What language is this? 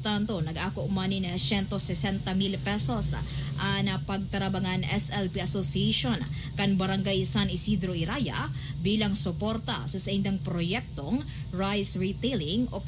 Bikol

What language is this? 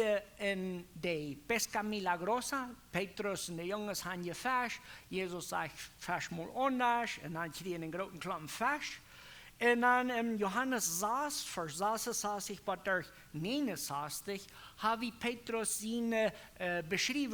Plautdietsch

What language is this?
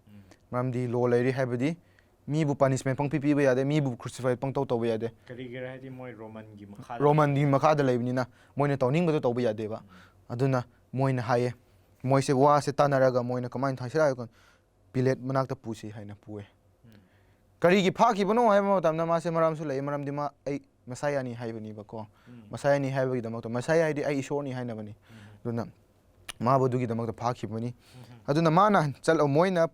Manipuri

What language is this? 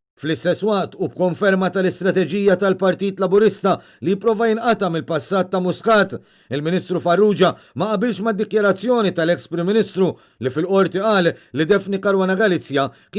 Maltese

